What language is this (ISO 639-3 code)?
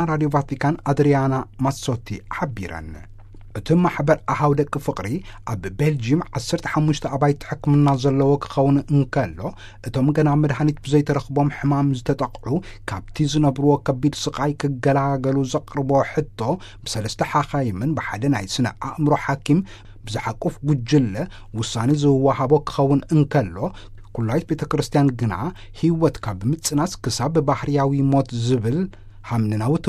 tir